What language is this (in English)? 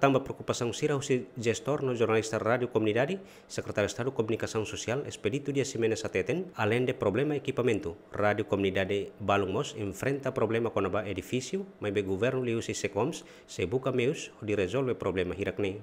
Tetum